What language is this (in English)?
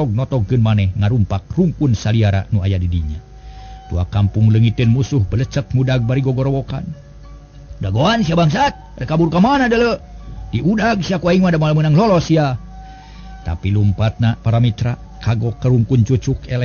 Sundanese